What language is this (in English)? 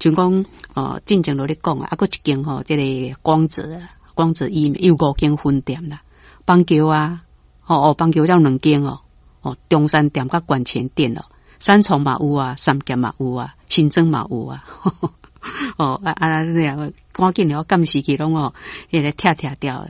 Min Nan Chinese